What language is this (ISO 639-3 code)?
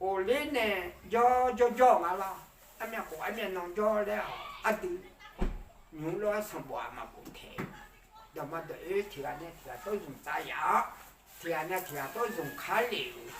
ahk